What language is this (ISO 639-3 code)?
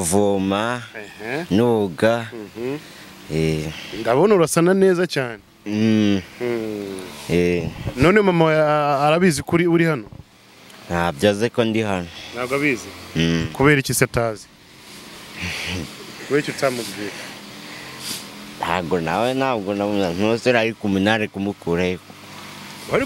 kin